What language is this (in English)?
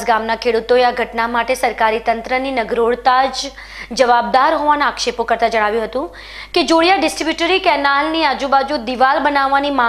Gujarati